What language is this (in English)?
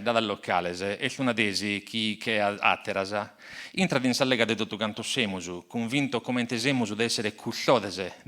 Sardinian